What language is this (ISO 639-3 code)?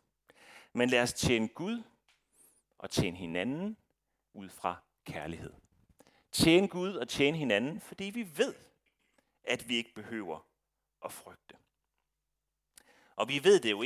dan